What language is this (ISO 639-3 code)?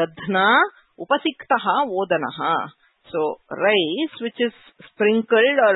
san